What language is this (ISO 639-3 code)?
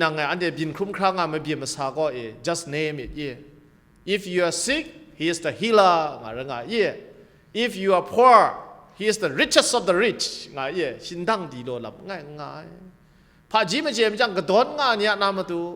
kac